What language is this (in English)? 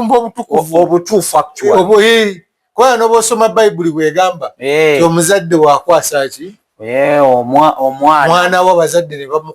Ganda